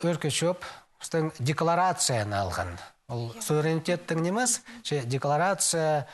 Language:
Khakas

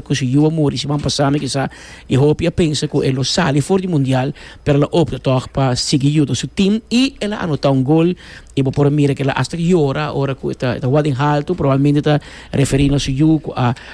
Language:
Papiamento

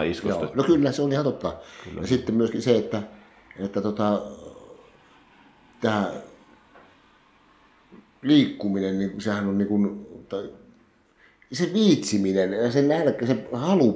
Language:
Finnish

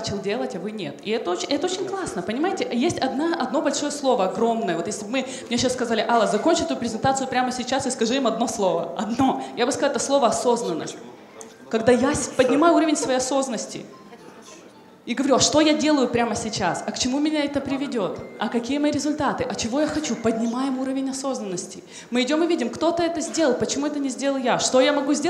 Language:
Russian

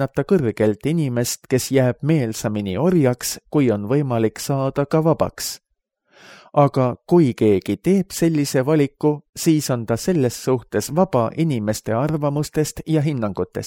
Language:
Estonian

